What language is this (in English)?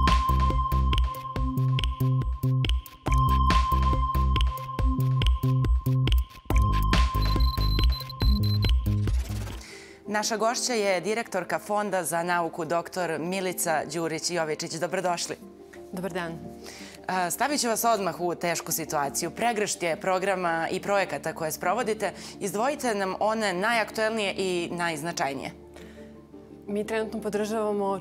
Serbian